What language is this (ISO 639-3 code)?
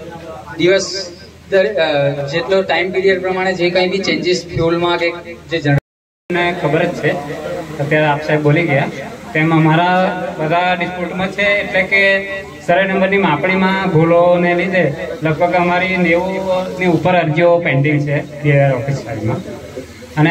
guj